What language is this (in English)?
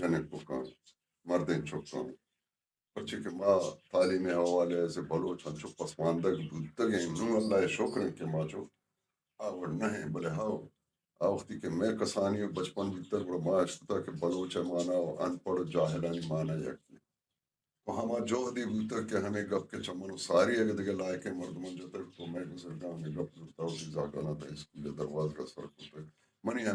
Baluchi